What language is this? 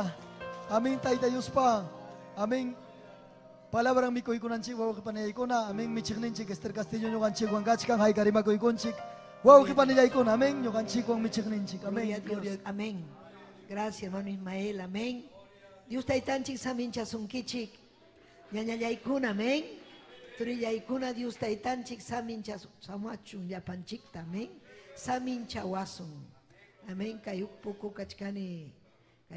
Ayacucho Quechua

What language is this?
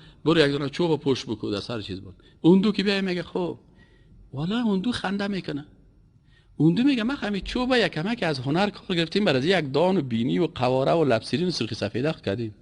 Persian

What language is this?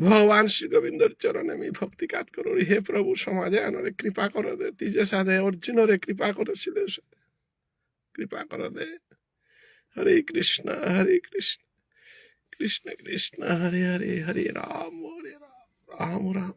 Bishnupriya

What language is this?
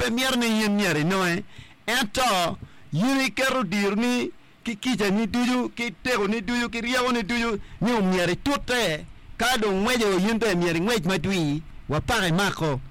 Acoli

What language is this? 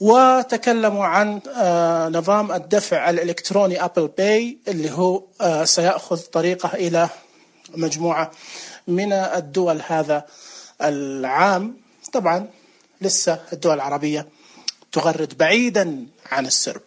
Najdi Arabic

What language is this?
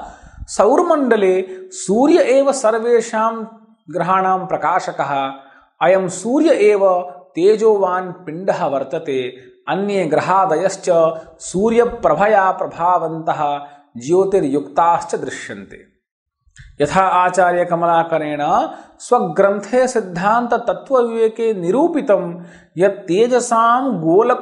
Sanskrit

